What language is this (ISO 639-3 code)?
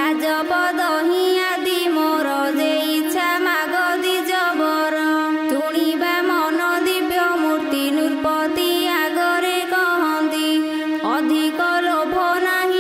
ori